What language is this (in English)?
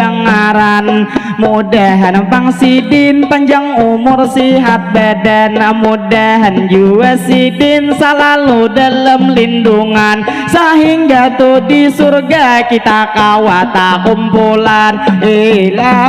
Banjar